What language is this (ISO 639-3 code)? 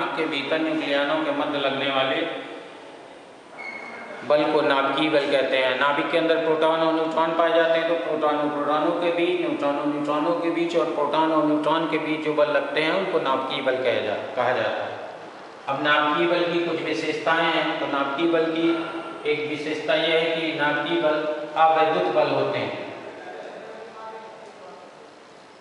hin